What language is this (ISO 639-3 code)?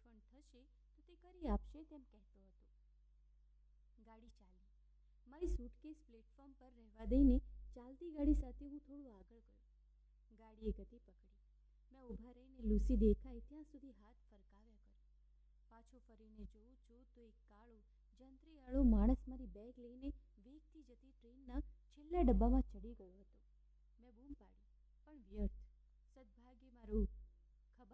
guj